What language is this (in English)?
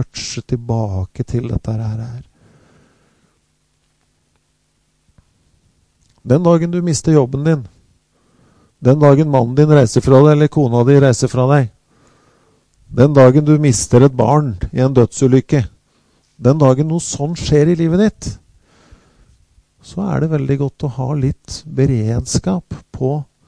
Norwegian